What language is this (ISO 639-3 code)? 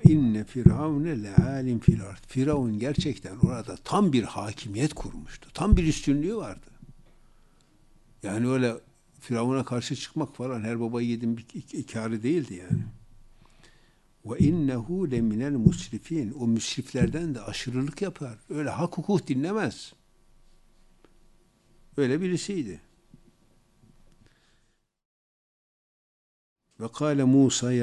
tur